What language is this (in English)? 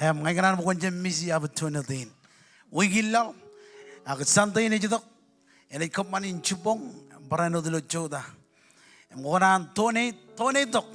Marshallese